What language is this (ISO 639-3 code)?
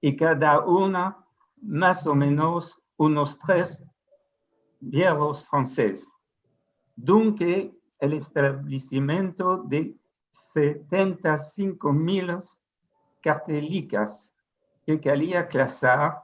lad